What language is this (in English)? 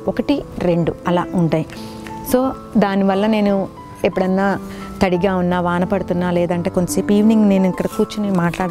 Telugu